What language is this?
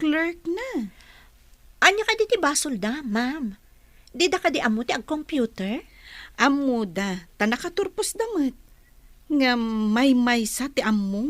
Iloko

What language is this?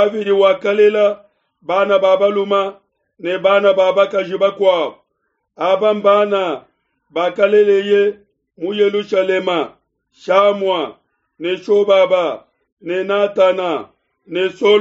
Luba-Lulua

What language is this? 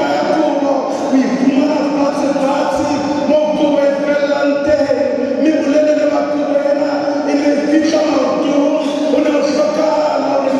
Southern Sotho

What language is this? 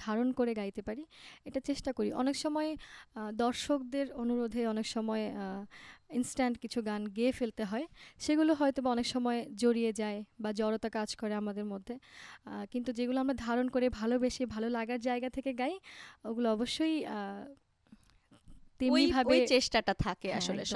Bangla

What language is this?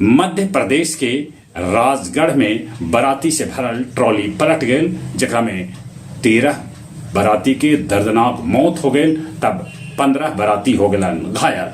Magahi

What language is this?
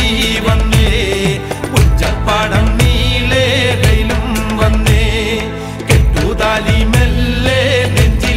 Malayalam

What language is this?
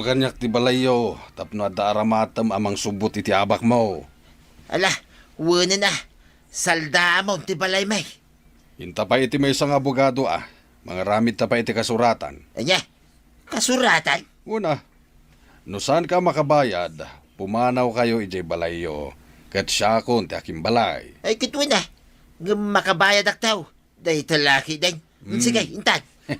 Iloko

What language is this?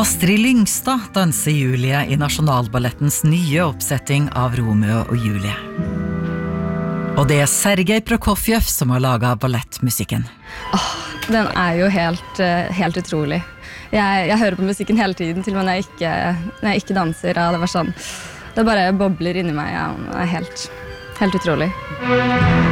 Norwegian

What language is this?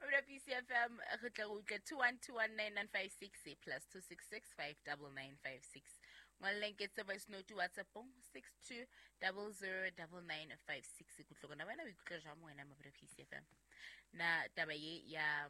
Southern Sotho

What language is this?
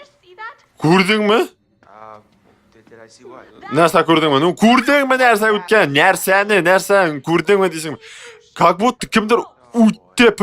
Tatar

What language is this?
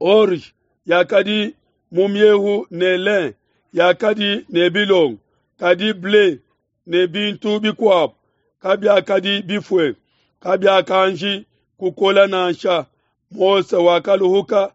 Luba-Lulua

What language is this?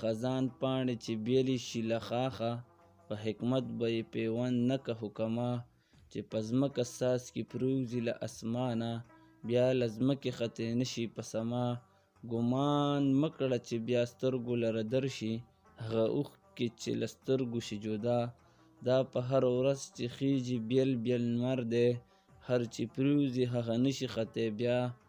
Pashto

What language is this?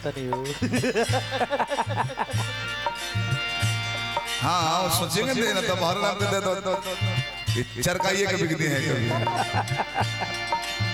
Bhojpuri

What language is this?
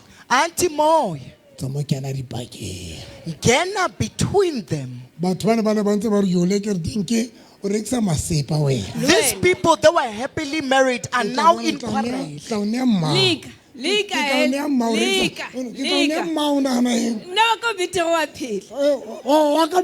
Southern Sotho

